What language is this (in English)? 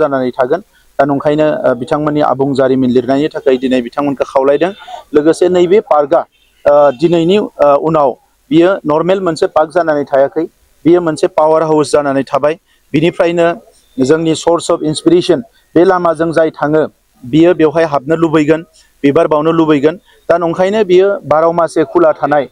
Bodo